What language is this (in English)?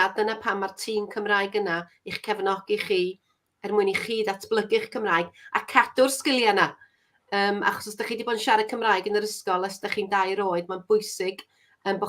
Welsh